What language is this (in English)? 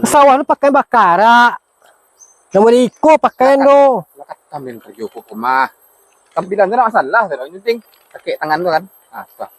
Minangkabau